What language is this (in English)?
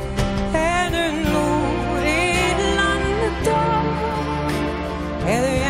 Norwegian